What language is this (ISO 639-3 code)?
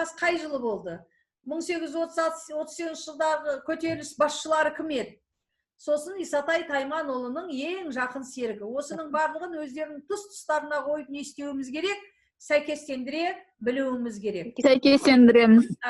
kaz